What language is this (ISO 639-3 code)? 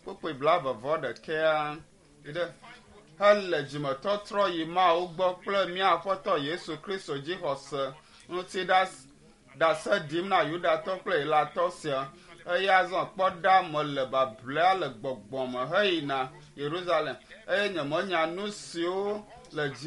ewe